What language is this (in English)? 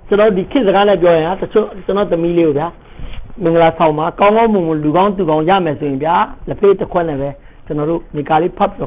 Burmese